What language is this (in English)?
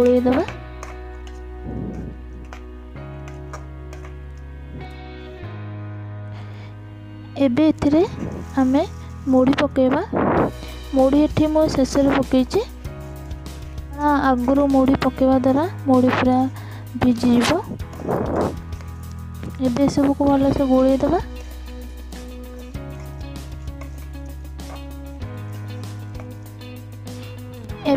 Odia